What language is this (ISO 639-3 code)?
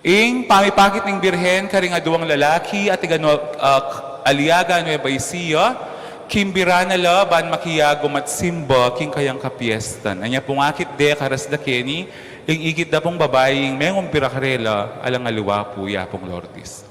pam